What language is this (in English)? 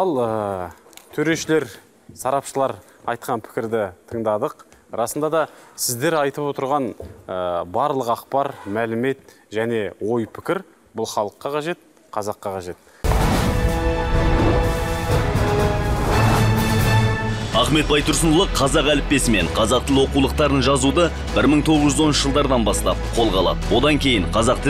Kazakh